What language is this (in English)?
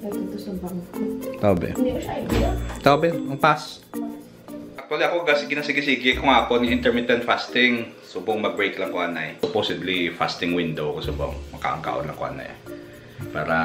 Hiligaynon